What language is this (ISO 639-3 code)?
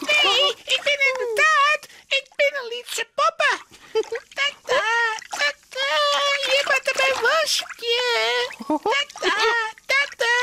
fry